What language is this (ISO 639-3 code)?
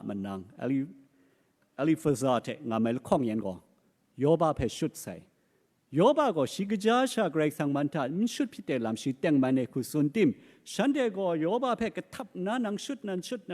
kac